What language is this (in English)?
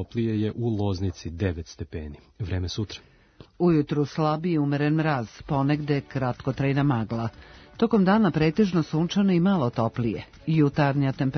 Serbian